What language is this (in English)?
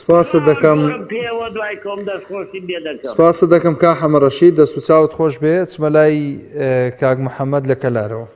Central Kurdish